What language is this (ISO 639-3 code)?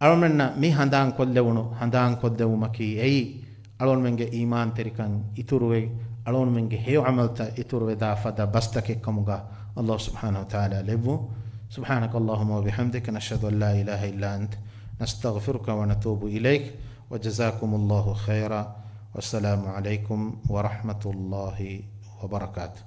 div